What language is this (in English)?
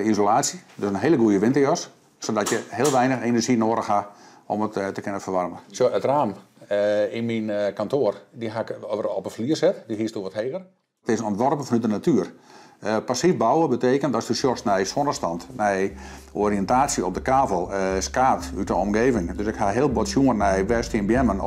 Western Frisian